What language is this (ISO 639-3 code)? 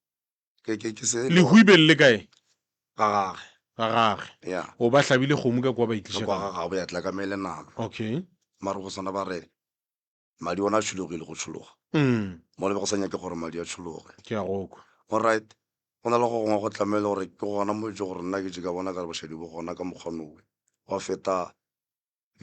nso